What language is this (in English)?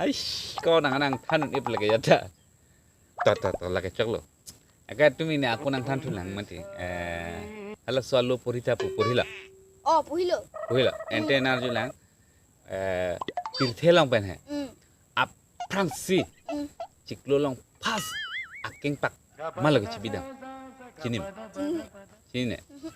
Karbi